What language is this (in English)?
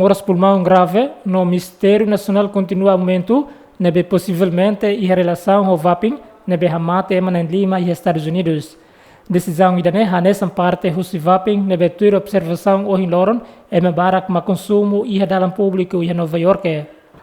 Tetum